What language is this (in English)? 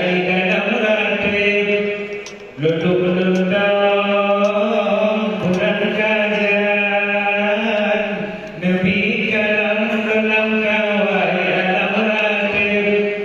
Achinese